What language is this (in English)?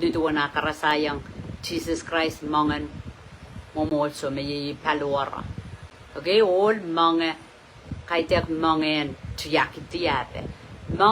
Pohnpeian